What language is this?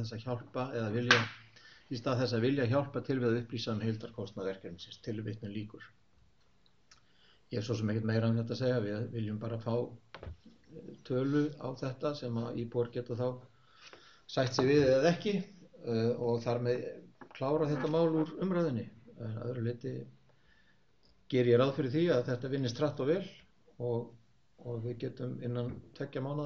Icelandic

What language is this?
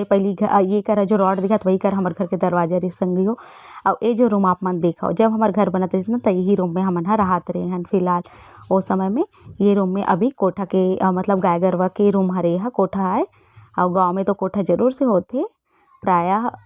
Chhattisgarhi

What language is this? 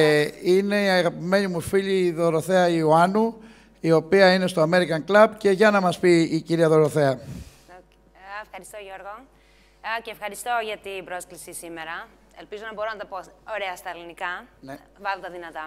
Greek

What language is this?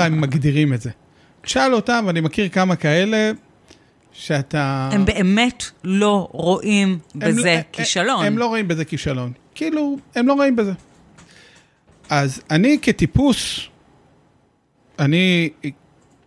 Hebrew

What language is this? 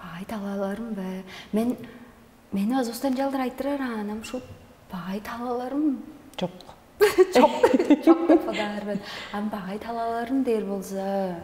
Tuvinian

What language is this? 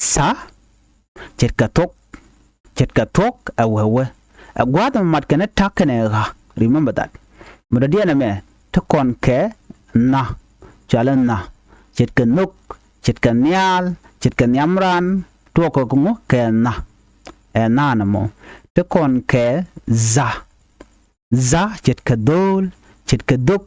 Nuer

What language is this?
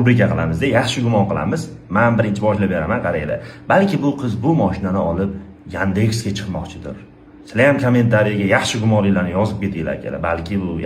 Uzbek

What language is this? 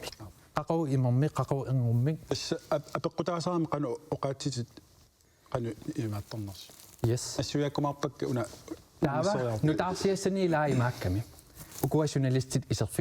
Kalaallisut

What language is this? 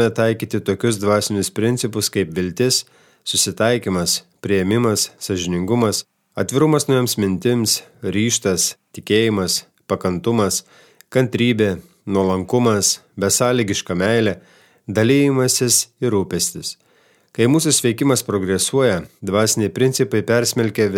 Lithuanian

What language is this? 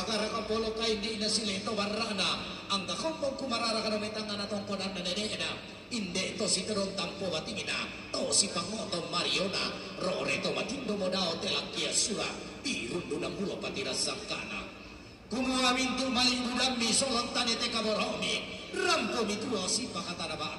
Toraja-Sa'dan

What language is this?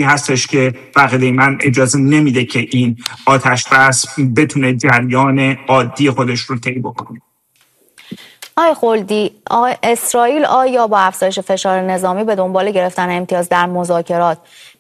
Persian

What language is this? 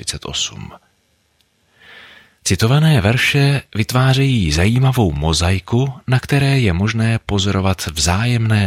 Czech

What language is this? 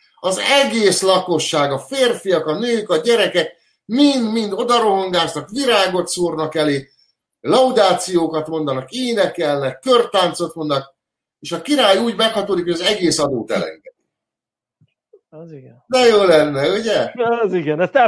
Hungarian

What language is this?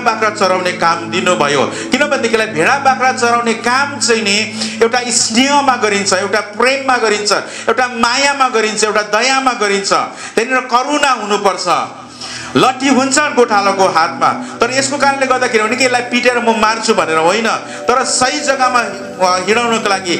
Nepali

